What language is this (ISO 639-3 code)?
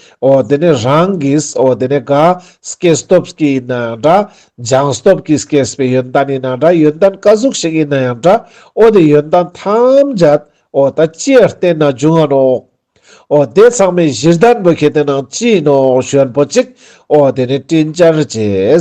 lbj